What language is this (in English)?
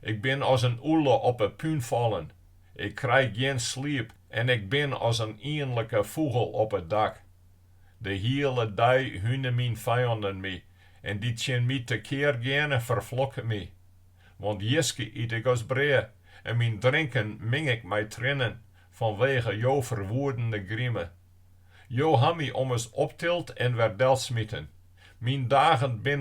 Western Frisian